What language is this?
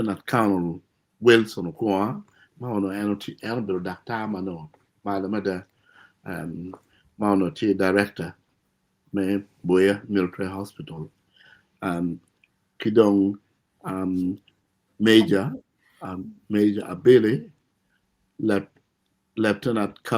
Acoli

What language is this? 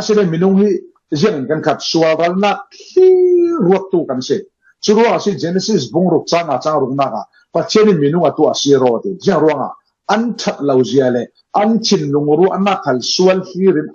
Falam Chin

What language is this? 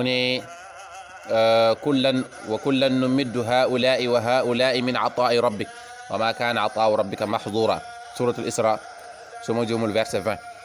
Wolof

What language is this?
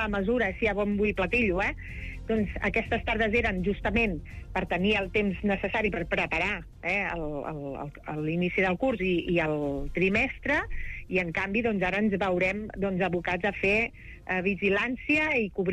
Catalan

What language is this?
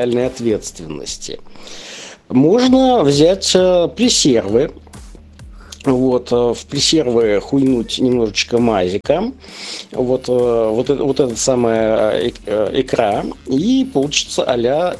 Russian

